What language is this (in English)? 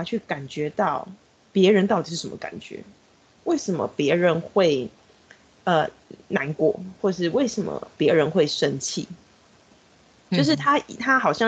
Chinese